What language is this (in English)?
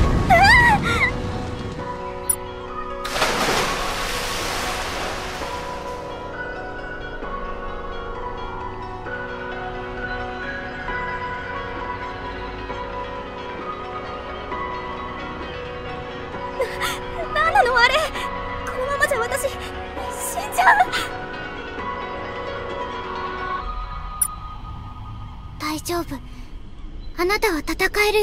Japanese